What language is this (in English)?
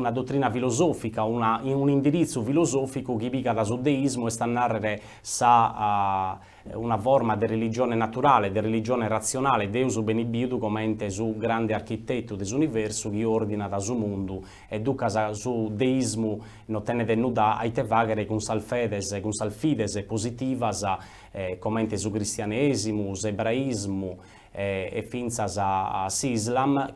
Sardinian